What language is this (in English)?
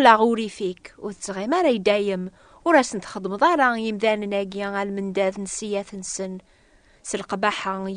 Kabyle